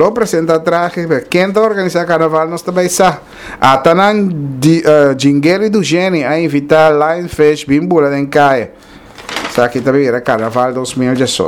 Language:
Papiamento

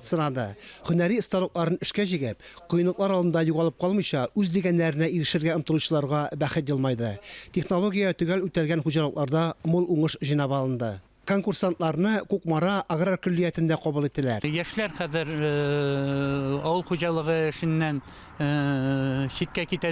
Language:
Tatar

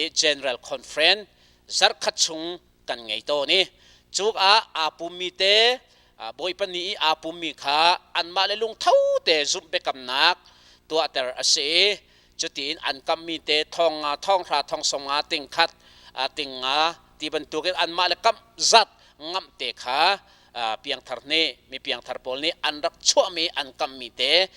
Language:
Hakha Chin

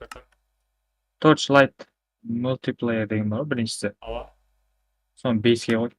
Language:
Kara-Kalpak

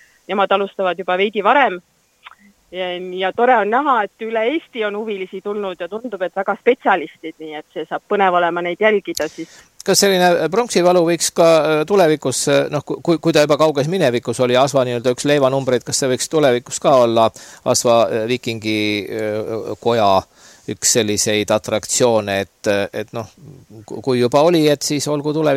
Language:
Estonian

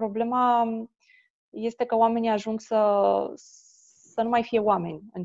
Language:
Romanian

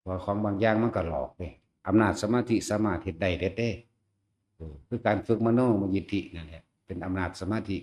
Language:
Northeastern Thai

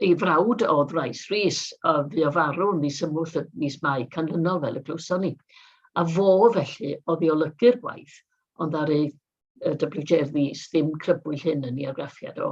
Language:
Welsh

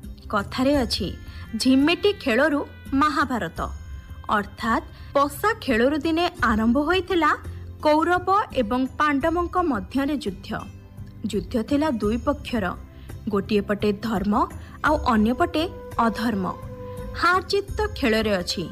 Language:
Odia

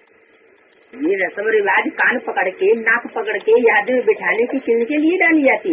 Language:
Hindi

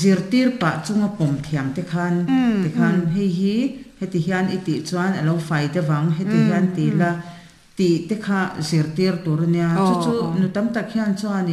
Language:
Mizo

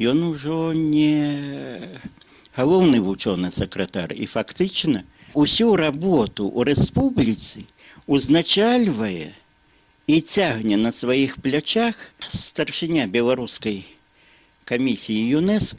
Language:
Belarusian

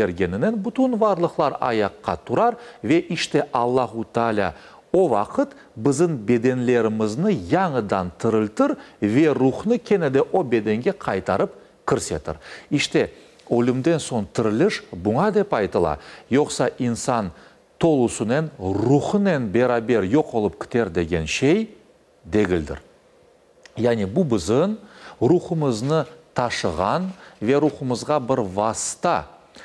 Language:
Crimean Tatar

